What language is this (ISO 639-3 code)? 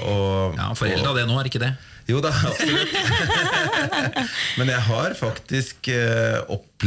nor